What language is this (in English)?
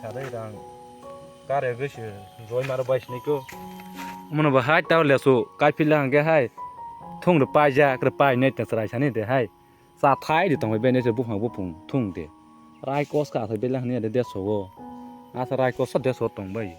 Kok Borok